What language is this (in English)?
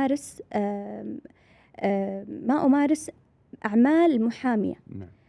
Arabic